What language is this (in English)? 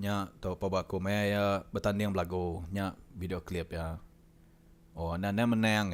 Iban